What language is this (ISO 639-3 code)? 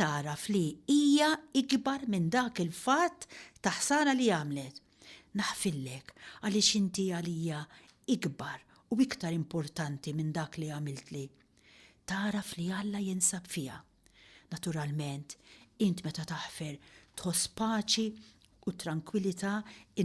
mlt